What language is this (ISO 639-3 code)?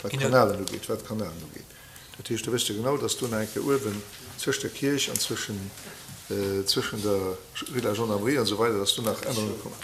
ltz